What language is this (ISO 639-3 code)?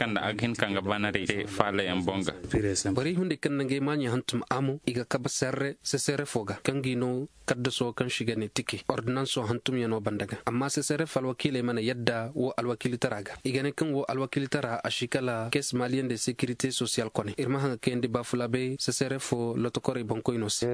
dje